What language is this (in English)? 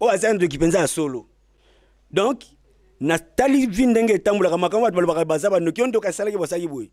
Lingala